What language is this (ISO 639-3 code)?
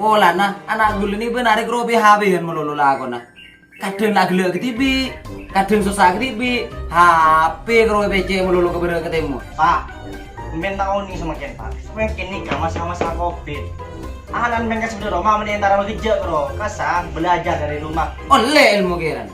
mad